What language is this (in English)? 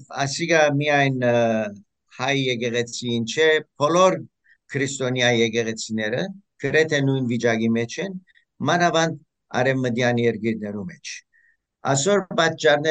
Western Armenian